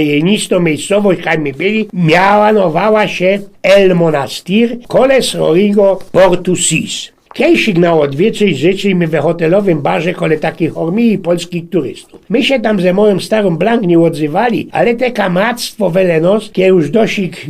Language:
Silesian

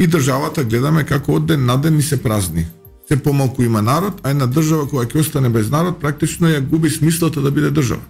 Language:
Macedonian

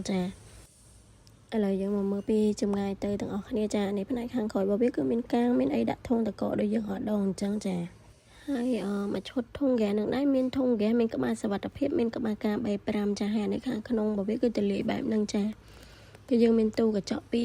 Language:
Khmer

